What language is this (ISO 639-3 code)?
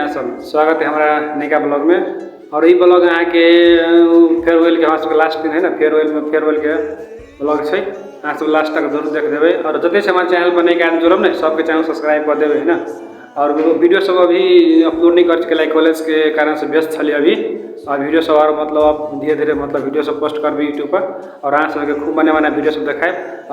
mai